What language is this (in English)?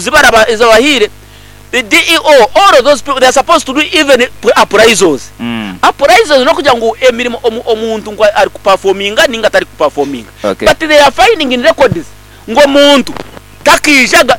Nyankole